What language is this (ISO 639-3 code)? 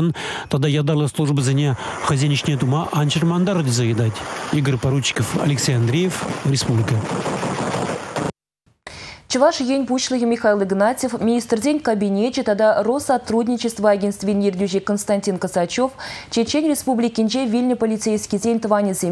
chv